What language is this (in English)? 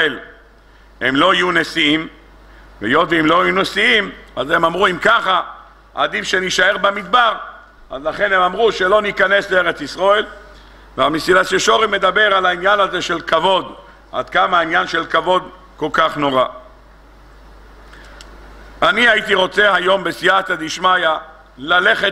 Hebrew